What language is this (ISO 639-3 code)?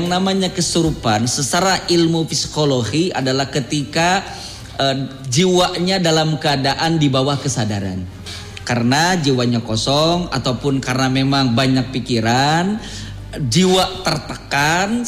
ind